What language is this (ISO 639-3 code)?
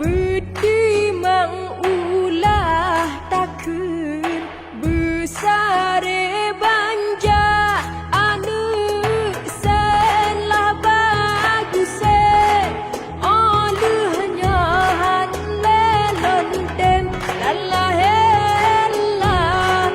ace